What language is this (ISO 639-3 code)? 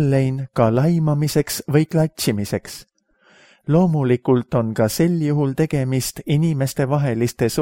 est